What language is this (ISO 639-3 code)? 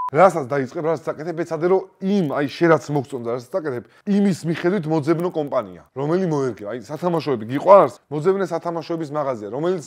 kat